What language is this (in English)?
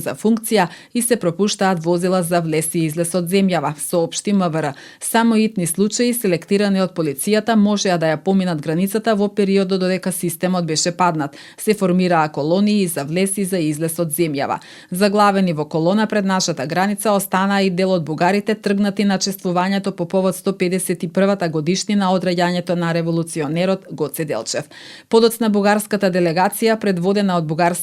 Macedonian